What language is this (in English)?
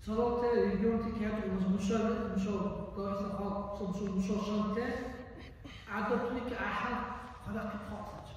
Dargwa